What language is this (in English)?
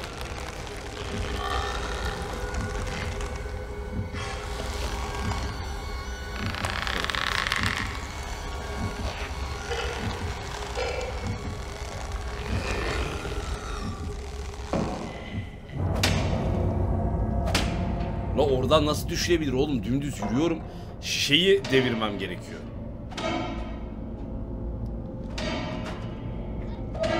Turkish